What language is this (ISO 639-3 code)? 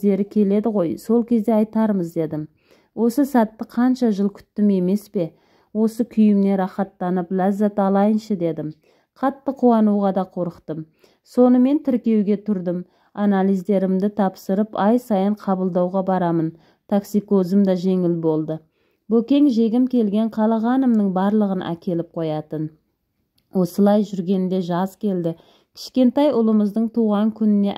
kaz